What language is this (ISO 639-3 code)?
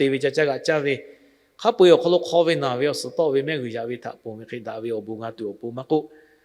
lhu